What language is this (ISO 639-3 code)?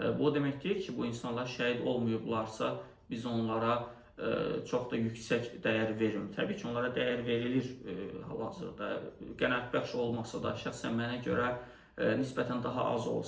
aze